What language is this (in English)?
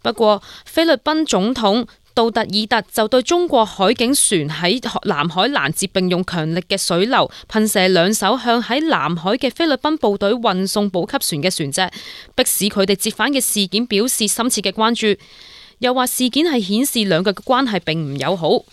Cantonese